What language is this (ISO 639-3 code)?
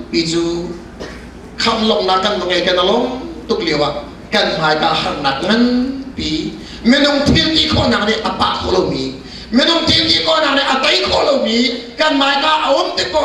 cnh